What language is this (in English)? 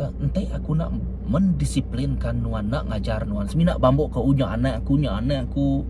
Iban